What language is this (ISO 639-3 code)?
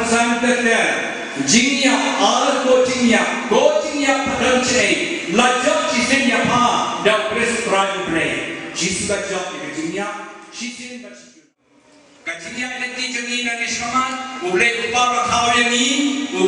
kha